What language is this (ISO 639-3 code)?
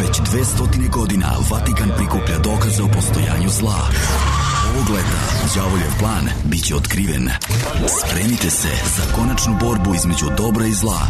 srp